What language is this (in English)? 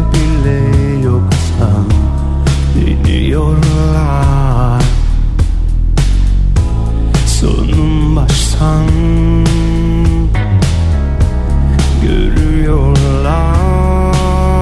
Turkish